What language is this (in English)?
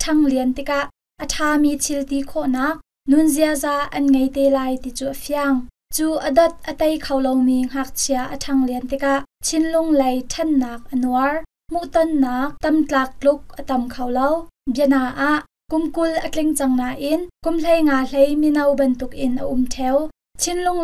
Hakha Chin